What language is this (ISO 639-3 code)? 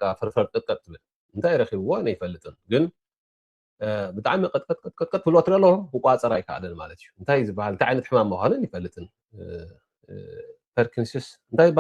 tir